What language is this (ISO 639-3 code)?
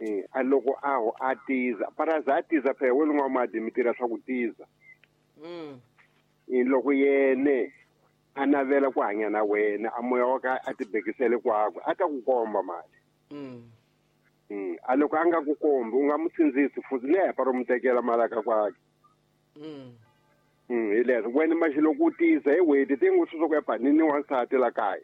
tso